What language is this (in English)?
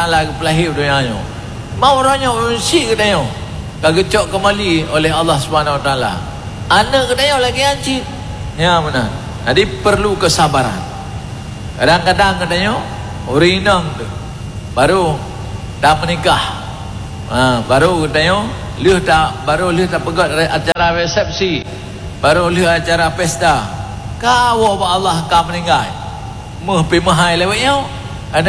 Achinese